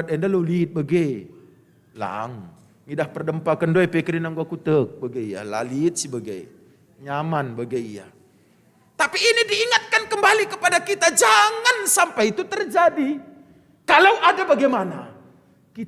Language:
Batak Karo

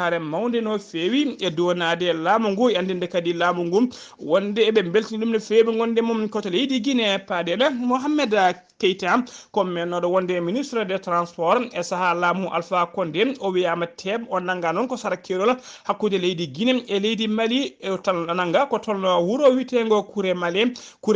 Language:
Fula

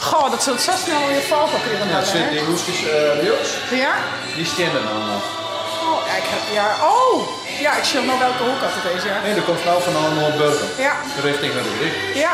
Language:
Western Frisian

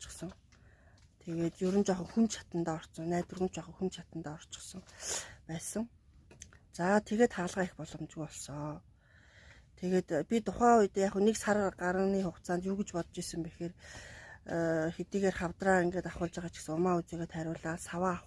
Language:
Mongolian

